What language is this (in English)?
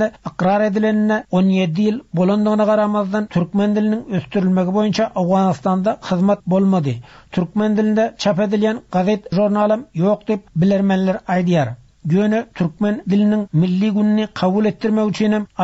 Turkmen